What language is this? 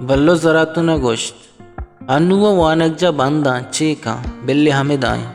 Baluchi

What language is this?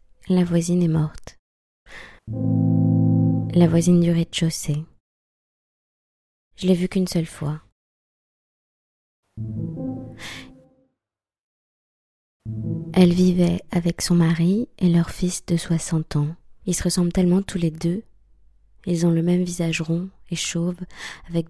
French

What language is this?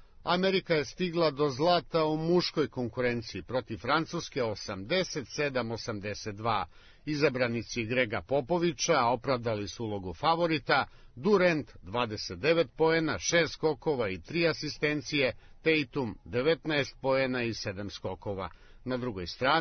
Serbian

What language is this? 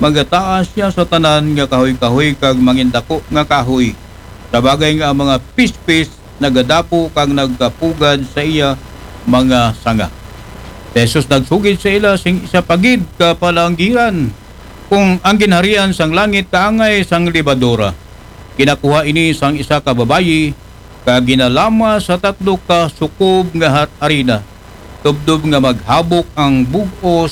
Aklanon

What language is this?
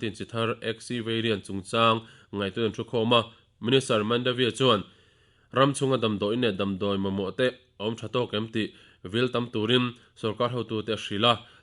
Mizo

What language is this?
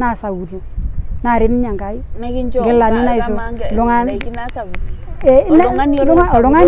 Masai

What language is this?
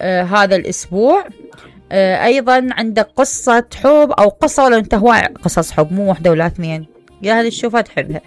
Mesopotamian Arabic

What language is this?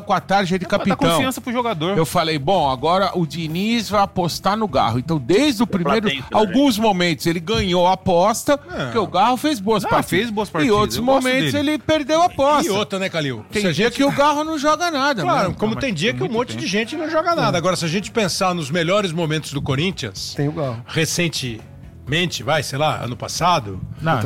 Portuguese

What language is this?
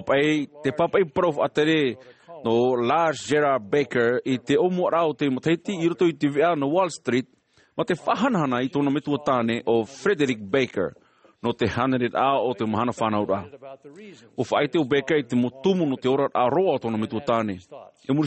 Tahitian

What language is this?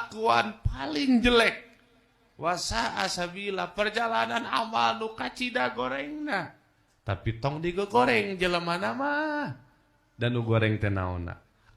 Sundanese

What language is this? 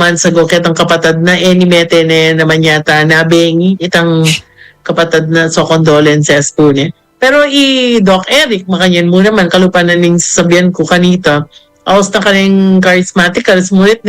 Pampanga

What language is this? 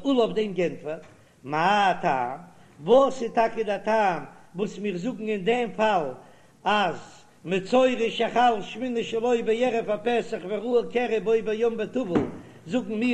Yiddish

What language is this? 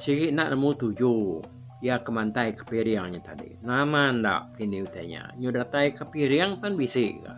Iban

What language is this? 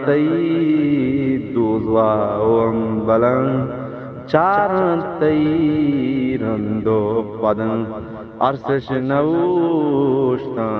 Eastern Balochi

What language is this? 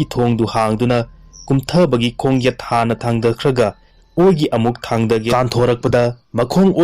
Manipuri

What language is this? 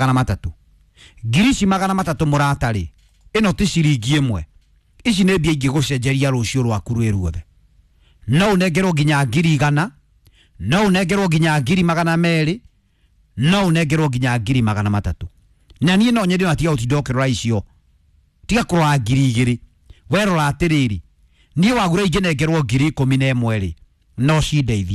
Kikuyu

